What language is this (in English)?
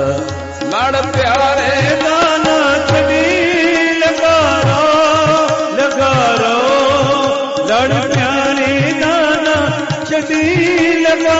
Punjabi